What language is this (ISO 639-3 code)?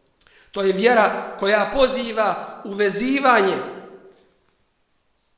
bos